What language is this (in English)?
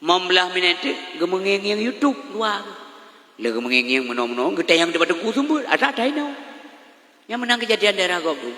Achinese